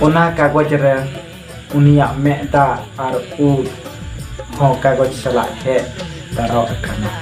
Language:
Santali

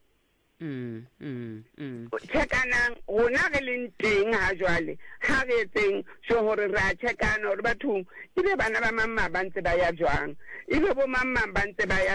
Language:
Southern Sotho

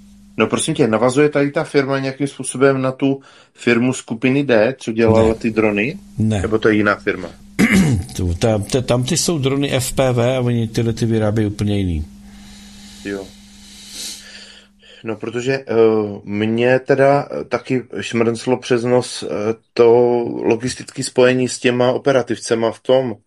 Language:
Czech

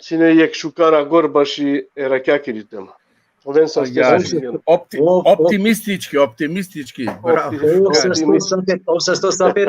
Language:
Balkan Romani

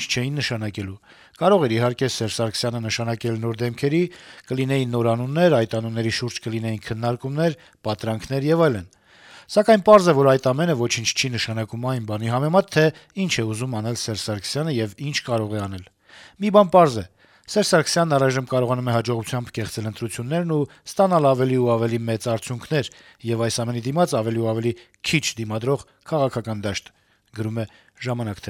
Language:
Armenian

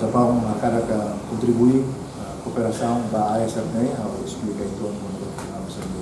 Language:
Tetum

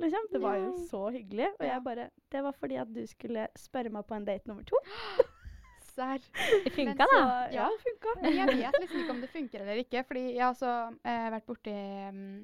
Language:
Norwegian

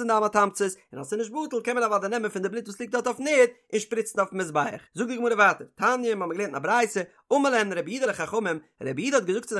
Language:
Yiddish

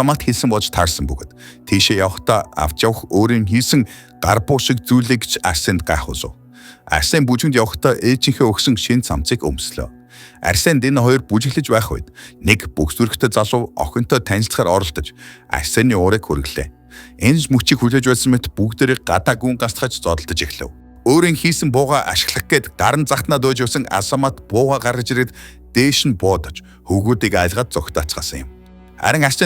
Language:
Mongolian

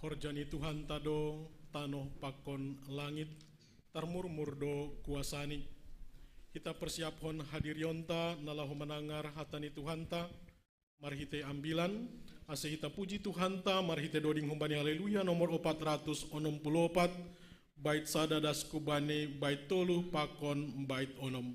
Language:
Batak Simalungun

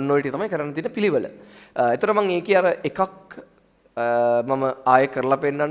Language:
Sinhala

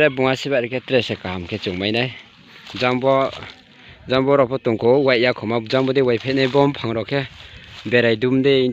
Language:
Riang (India)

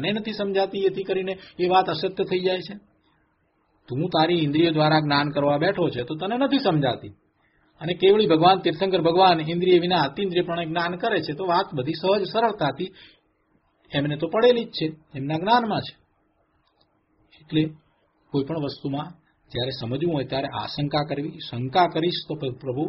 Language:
Gujarati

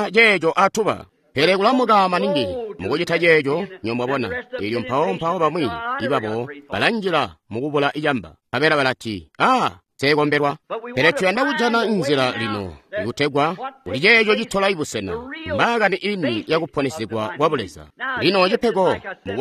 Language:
Tonga (Zambia)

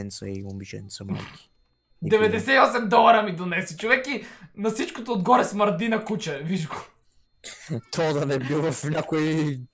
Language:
Bulgarian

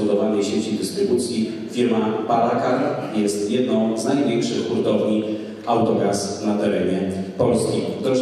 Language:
Polish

